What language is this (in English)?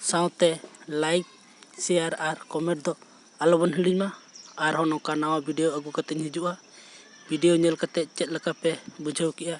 Santali